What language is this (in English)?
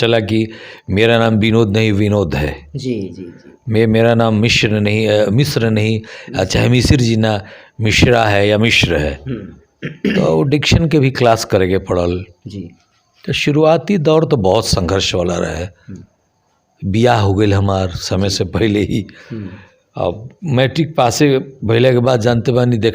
Bhojpuri